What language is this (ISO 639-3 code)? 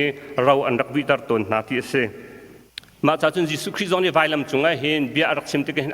cnh